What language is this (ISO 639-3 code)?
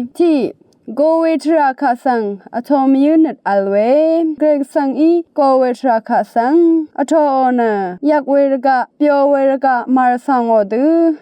raw